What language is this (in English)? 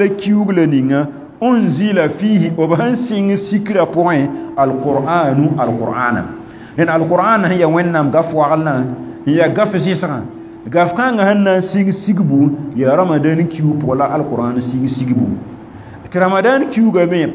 Mossi